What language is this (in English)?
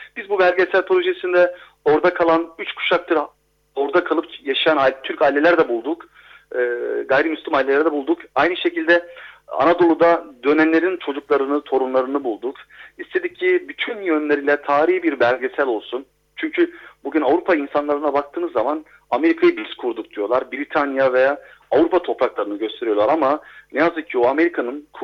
Turkish